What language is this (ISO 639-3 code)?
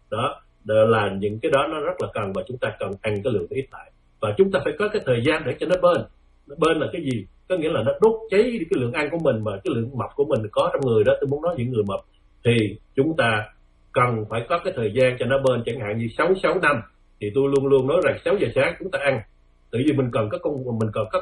vie